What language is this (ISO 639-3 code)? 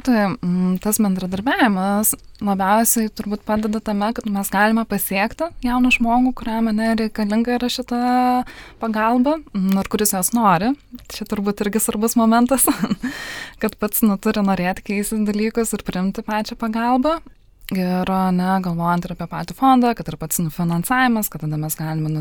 lit